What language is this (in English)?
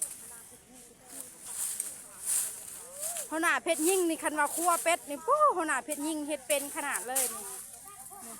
Lao